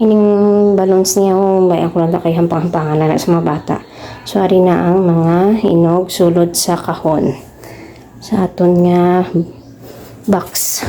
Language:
Hiligaynon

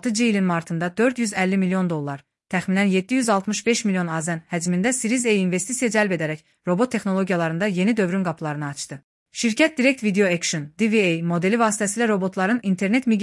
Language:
Azerbaijani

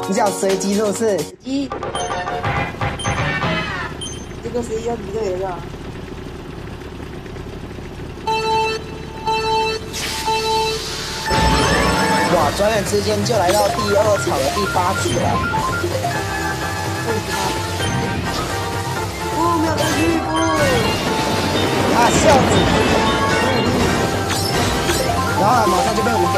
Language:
Chinese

